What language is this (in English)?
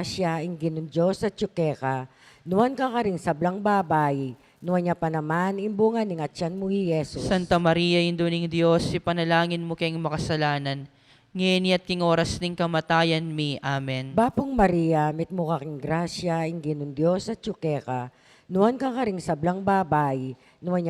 Pampanga